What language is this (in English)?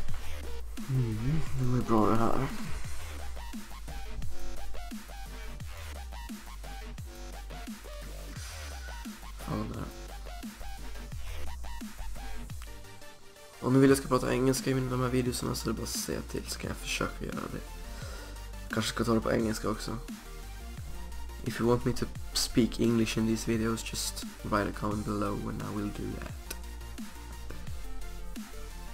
Swedish